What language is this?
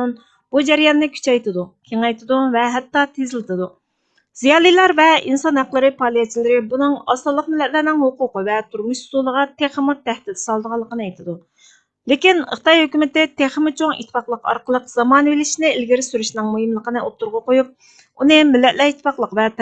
Uyghur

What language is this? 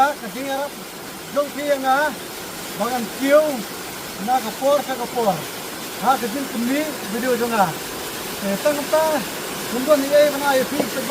Khasi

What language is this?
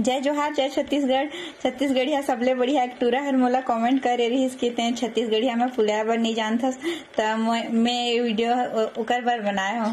Chhattisgarhi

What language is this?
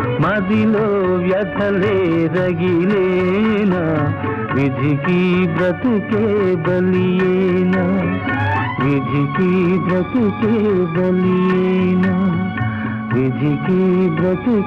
Telugu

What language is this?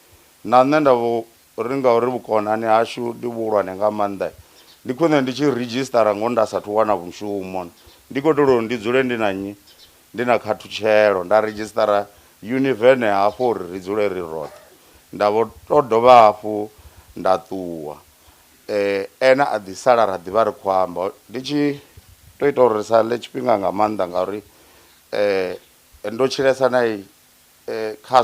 Venda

